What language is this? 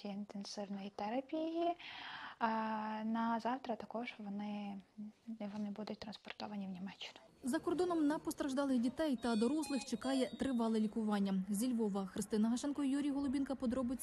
Ukrainian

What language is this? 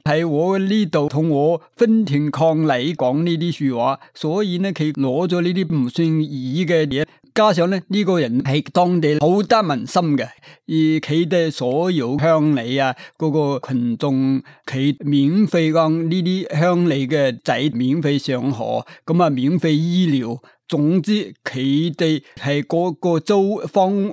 Cantonese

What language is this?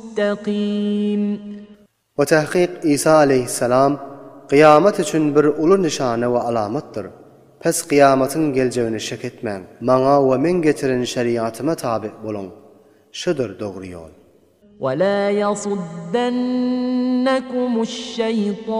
Turkmen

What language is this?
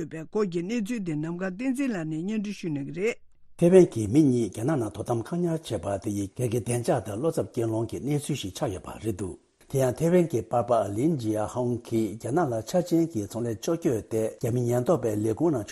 Tibetan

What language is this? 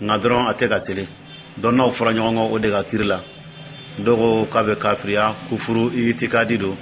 Dyula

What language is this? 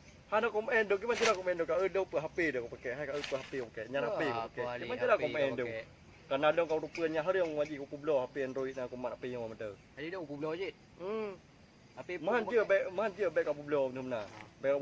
Achinese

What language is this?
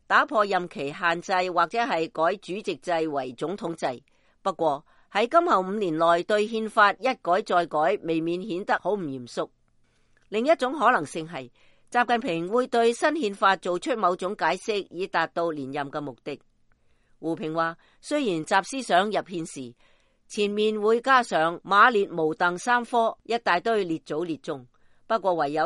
Cantonese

